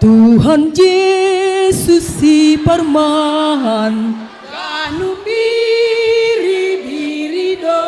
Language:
Batak Simalungun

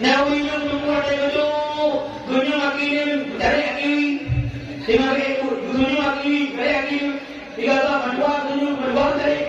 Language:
Achinese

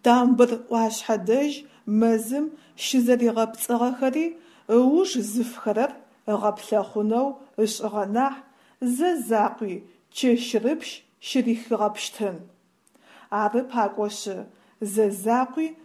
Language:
Adyghe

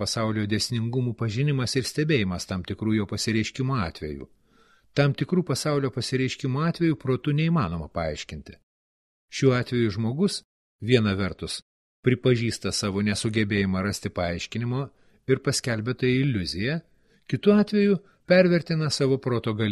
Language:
Lithuanian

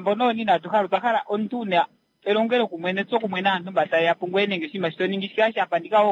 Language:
Kuanyama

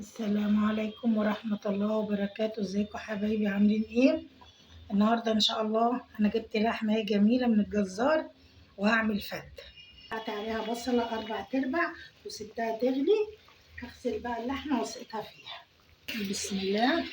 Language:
Egyptian Arabic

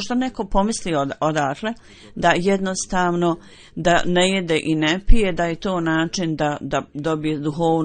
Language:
Bosnian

